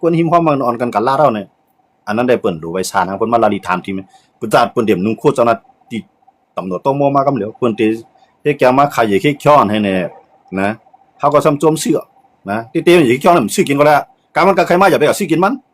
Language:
Shan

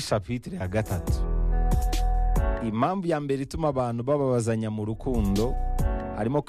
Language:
Kinyarwanda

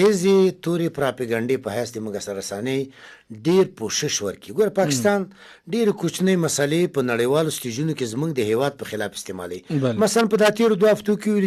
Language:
Pashto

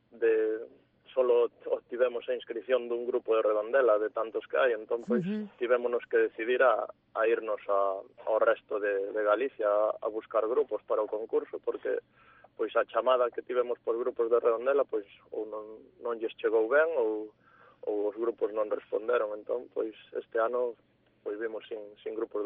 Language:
Galician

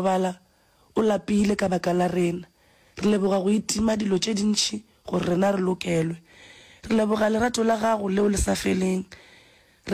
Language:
Northern Sotho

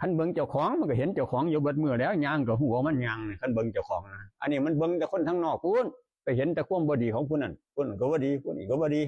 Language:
Northeastern Thai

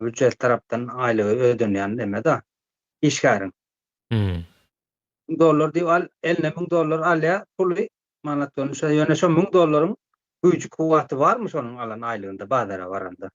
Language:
Turkmen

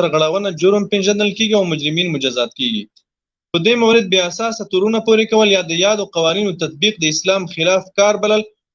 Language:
Pashto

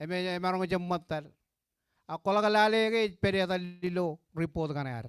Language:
Marshallese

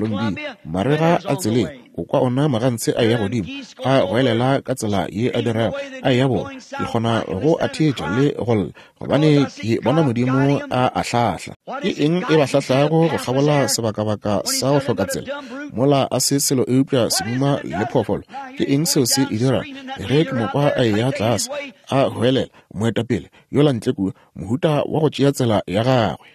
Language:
Northern Sotho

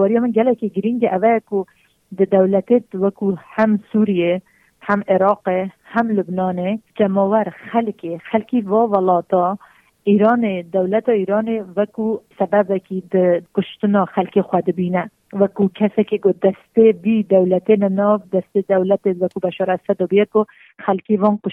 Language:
Kurdish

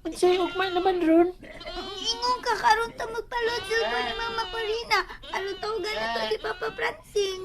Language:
Cebuano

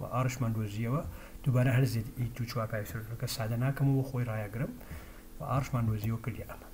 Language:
Central Kurdish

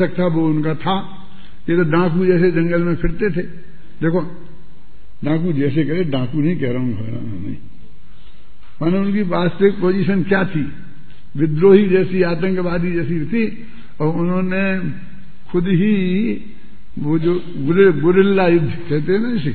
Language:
Hindi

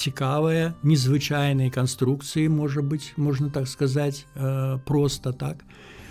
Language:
Belarusian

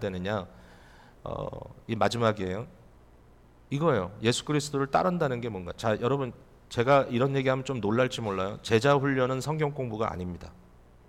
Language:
Korean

